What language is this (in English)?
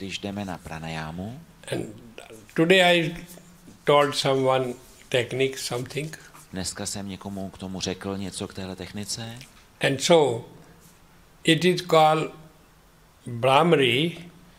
Czech